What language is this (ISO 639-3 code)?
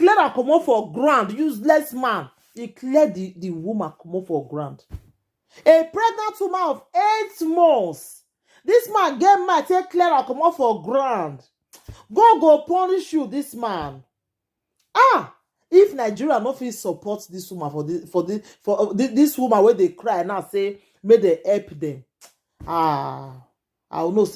pcm